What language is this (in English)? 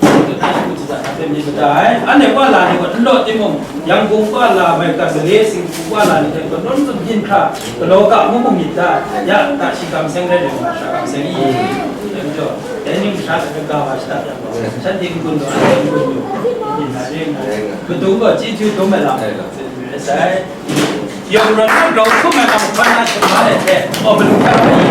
Kachin